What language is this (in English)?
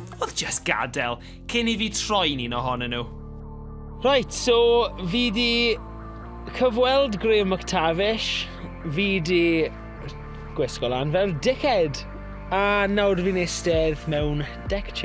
Welsh